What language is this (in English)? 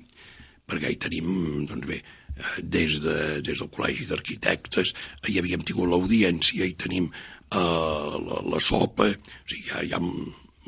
Catalan